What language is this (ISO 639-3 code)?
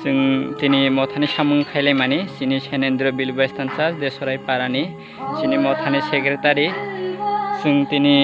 trp